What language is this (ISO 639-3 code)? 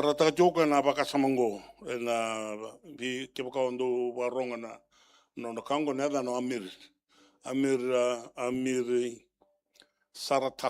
fij